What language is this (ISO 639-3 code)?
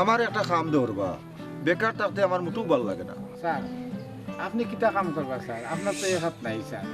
syl